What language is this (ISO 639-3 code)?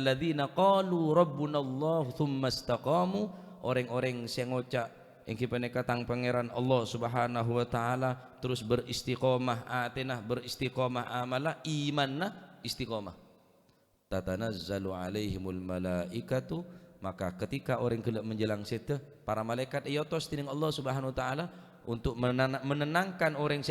mad